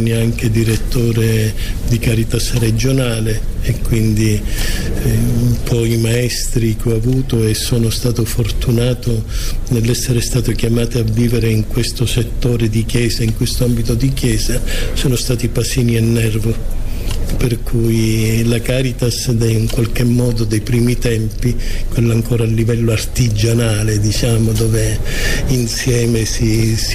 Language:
Italian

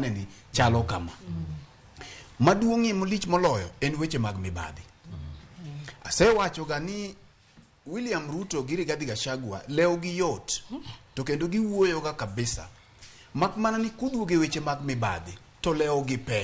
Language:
Luo (Kenya and Tanzania)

